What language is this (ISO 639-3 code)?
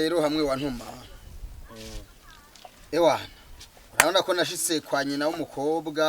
run